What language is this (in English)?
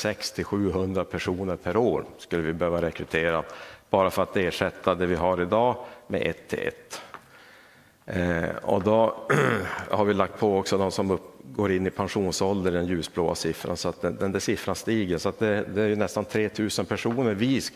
Swedish